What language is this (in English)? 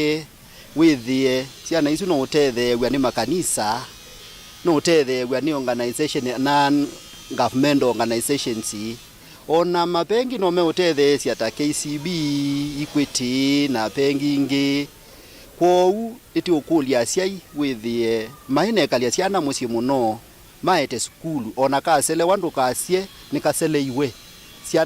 Kamba